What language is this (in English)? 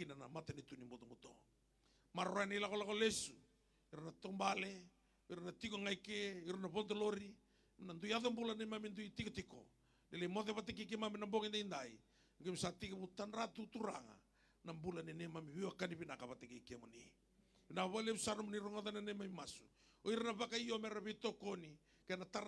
Fijian